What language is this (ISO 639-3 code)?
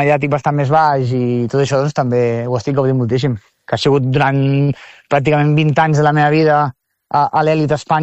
cat